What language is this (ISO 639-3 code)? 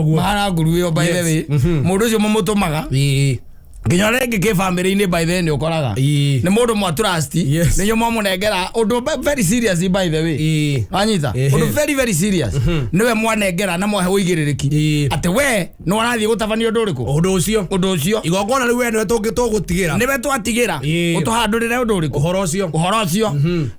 kik